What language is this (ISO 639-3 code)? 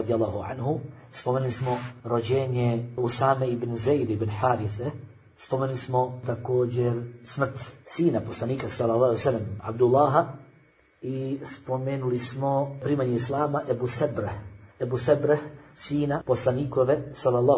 bos